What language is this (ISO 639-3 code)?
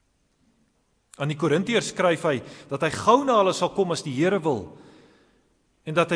afr